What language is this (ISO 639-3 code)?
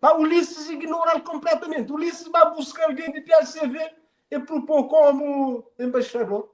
kea